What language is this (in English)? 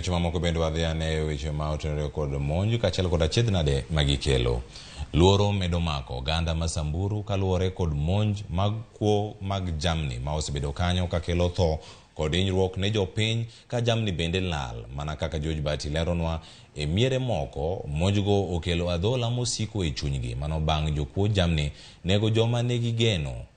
Luo (Kenya and Tanzania)